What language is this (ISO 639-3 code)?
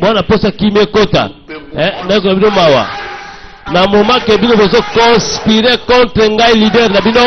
lin